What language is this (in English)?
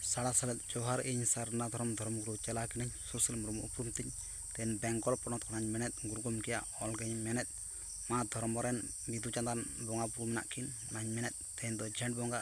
Santali